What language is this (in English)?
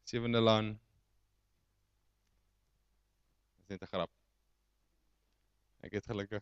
Afrikaans